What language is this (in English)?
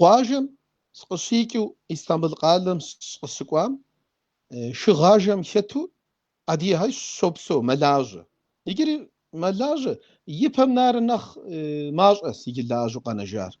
Kabardian